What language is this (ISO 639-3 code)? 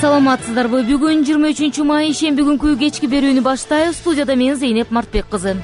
kir